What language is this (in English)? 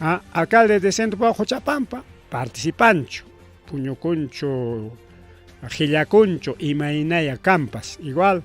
Ayacucho Quechua